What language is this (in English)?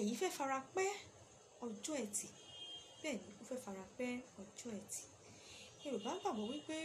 Yoruba